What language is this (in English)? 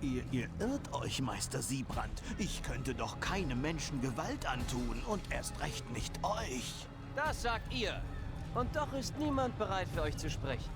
Bavarian